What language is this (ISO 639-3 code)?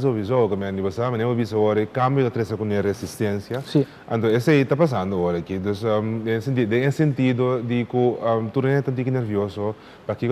pap